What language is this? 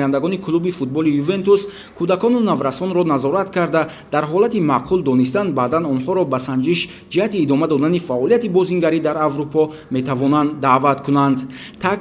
Tajik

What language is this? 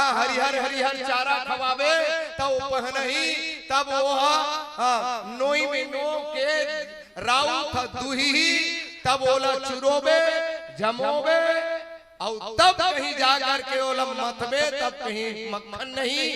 Chhattisgarhi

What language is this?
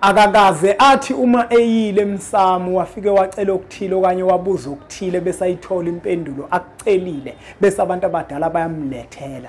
Zulu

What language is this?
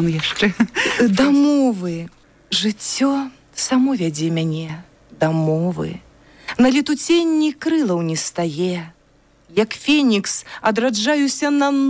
Belarusian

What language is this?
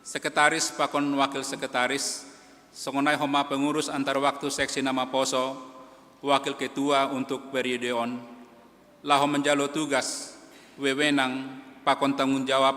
Batak Simalungun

